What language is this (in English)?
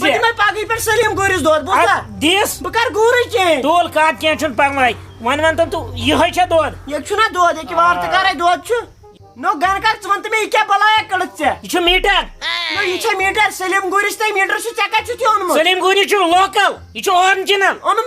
Kashmiri